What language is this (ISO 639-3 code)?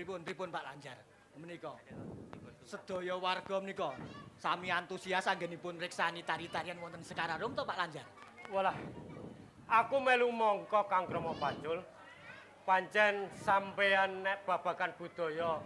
jav